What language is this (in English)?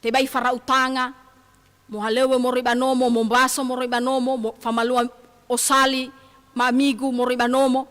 Nias